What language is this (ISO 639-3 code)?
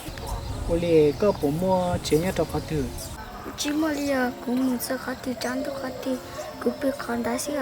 hmn